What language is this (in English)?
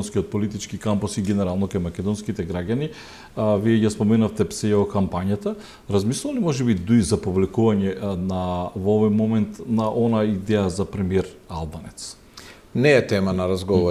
Macedonian